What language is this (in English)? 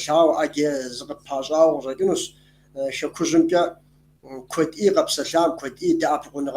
Kabardian